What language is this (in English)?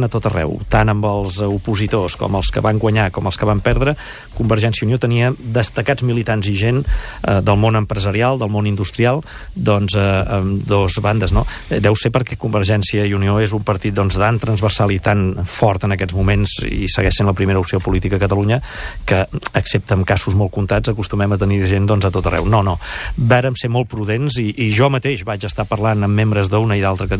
Catalan